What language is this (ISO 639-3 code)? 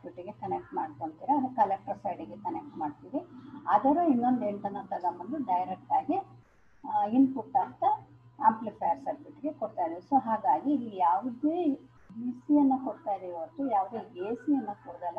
kan